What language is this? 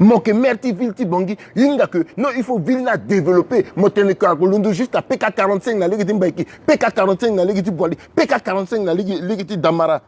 Sango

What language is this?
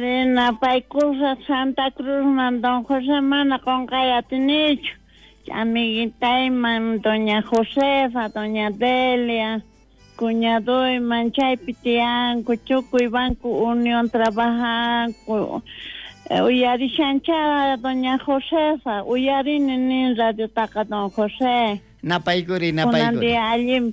South Bolivian Quechua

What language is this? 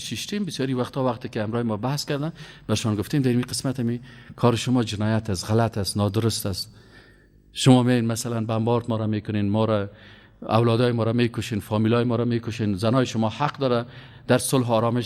Persian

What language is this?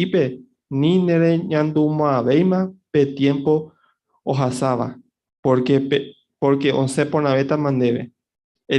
Guarani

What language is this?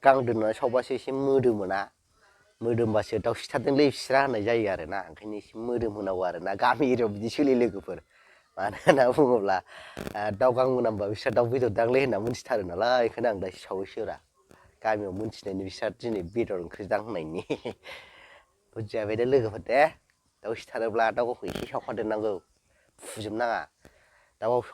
Bodo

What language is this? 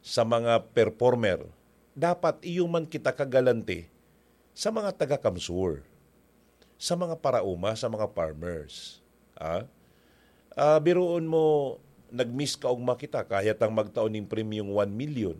Bikol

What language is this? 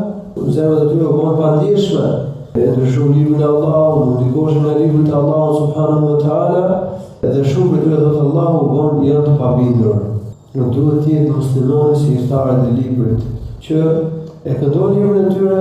Albanian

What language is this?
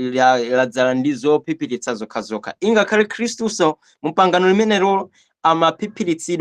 Nyanja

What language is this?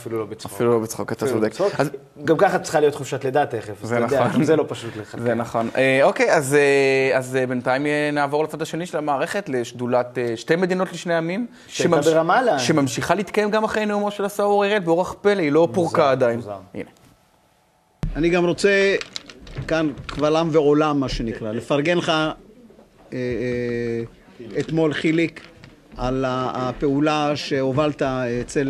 Hebrew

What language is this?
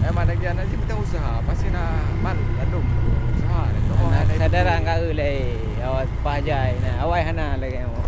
Achinese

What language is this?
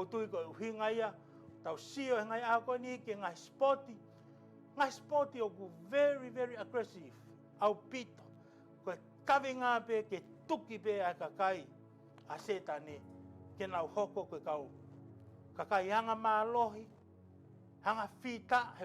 Tongan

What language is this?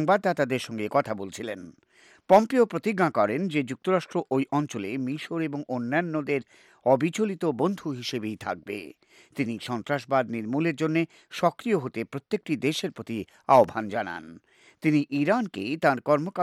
Bangla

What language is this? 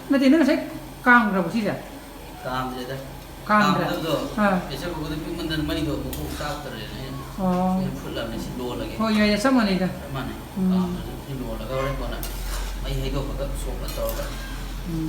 Manipuri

